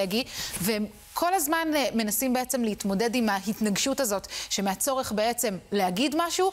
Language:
Hebrew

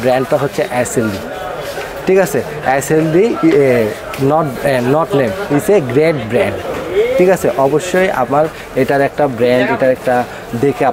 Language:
Bangla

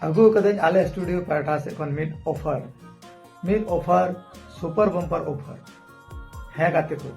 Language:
Santali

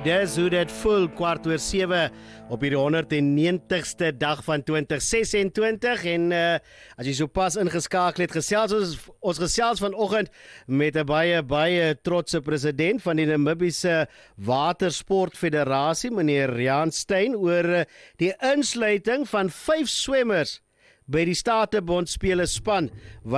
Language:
Afrikaans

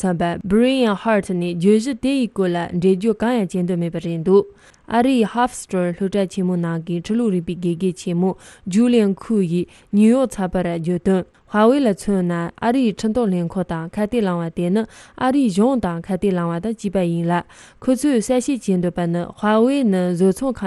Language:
Tibetan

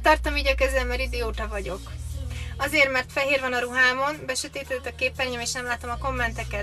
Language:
Hungarian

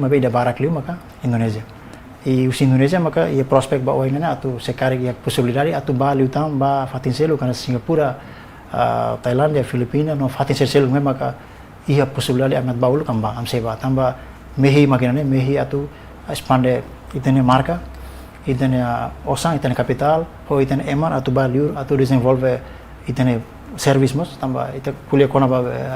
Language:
Tetum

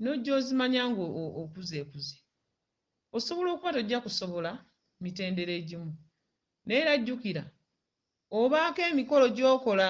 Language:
Ganda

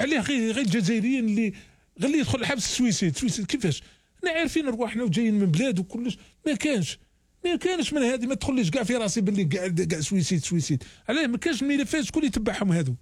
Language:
Algerian Arabic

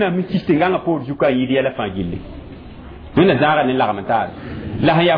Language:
Mossi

